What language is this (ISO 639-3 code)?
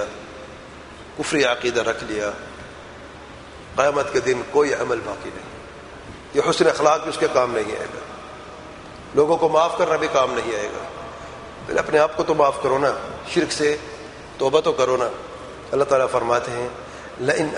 urd